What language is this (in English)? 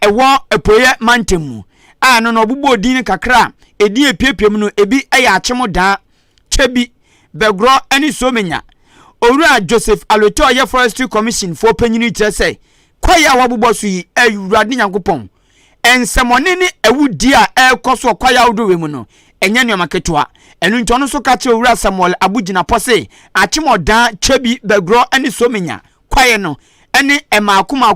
Akan